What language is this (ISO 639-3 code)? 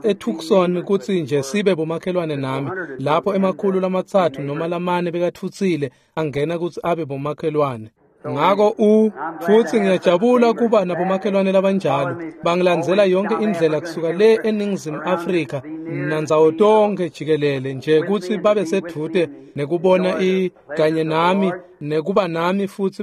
ssw